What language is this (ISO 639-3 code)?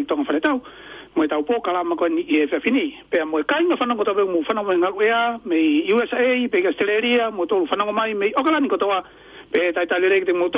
ton